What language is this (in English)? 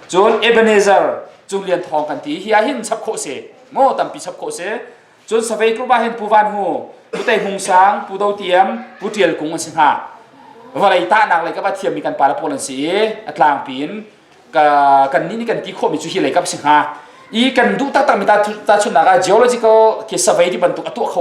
Hakha Chin